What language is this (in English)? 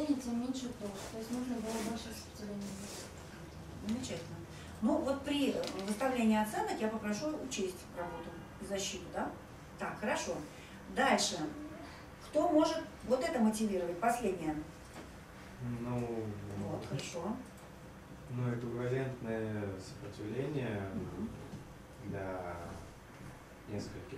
Russian